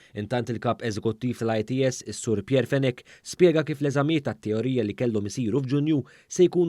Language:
Maltese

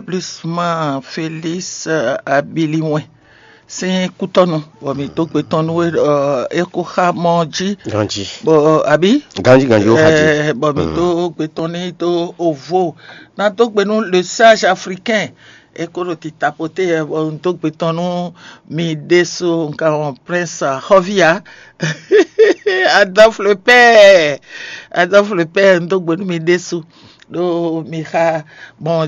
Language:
Fon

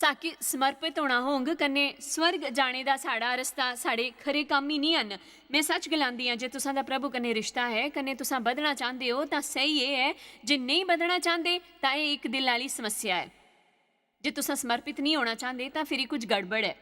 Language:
Dogri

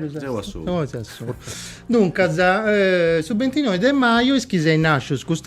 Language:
Sardinian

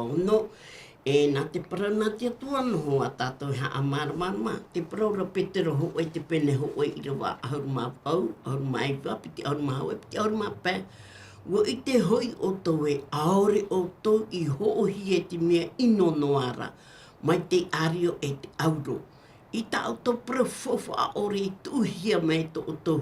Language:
Tahitian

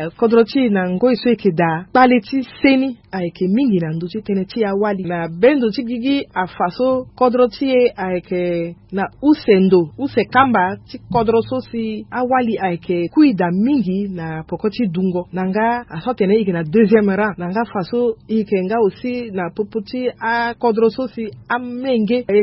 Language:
Sango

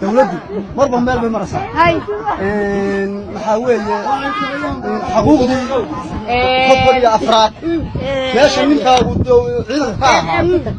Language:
Somali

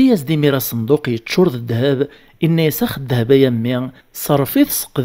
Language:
Kabyle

